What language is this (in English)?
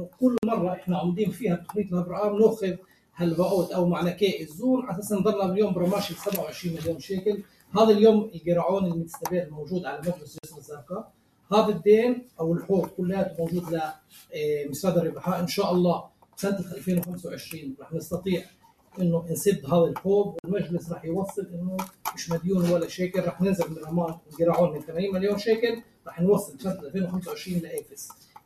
North Levantine Arabic